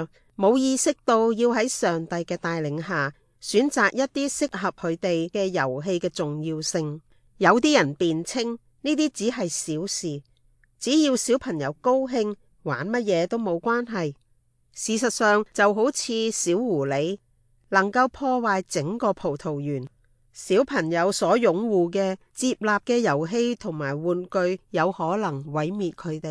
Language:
Cantonese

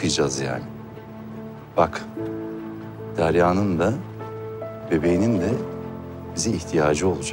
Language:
Turkish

